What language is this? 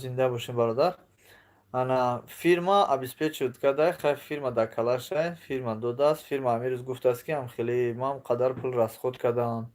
Tajik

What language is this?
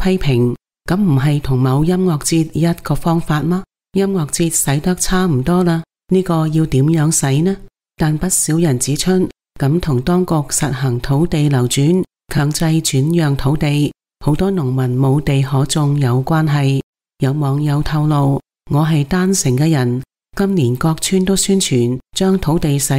Cantonese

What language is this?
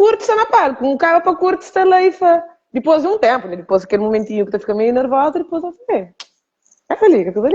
Kabuverdianu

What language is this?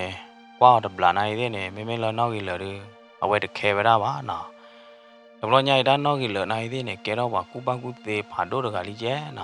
S'gaw Karen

